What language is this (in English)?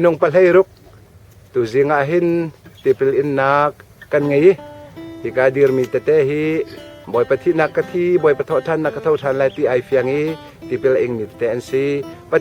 Hakha Chin